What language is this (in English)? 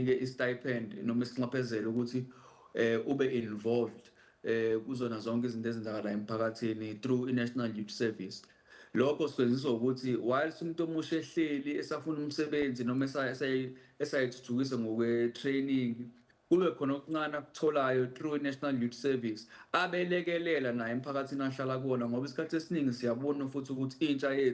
Zulu